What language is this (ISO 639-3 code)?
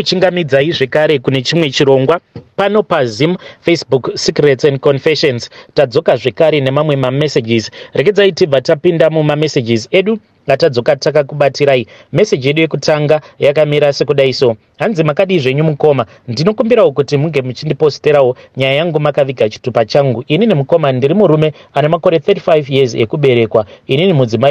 sna